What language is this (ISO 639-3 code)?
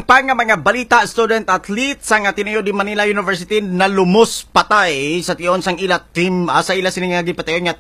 hil